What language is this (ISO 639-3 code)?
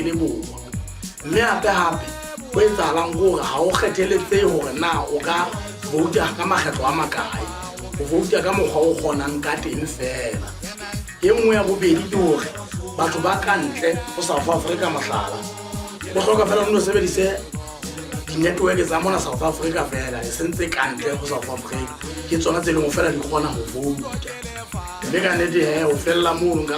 sot